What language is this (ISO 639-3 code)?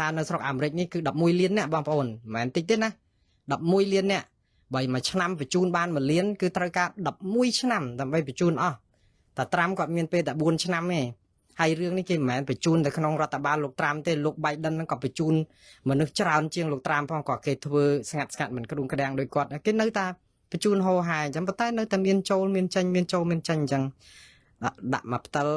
khm